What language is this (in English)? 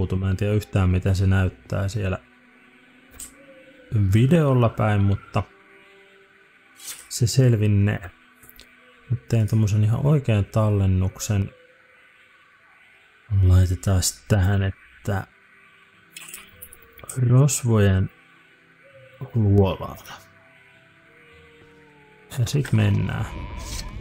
Finnish